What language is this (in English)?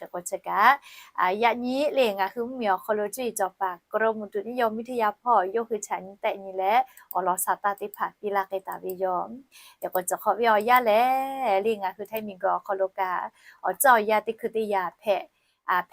Lahu